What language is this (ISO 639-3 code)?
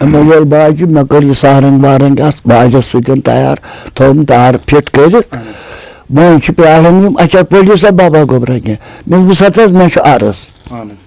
kas